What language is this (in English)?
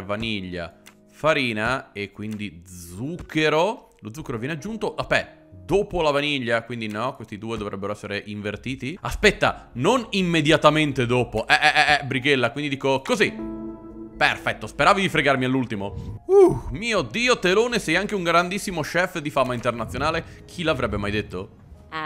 Italian